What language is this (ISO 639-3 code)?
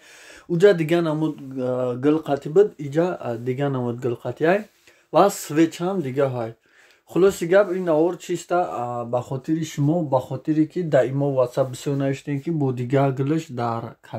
tgk